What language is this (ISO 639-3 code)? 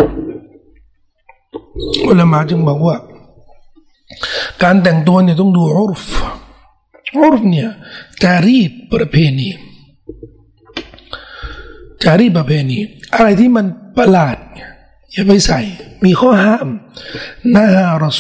tha